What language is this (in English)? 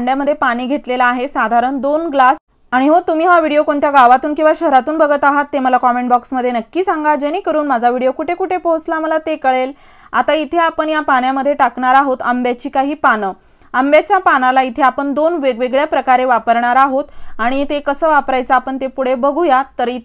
Marathi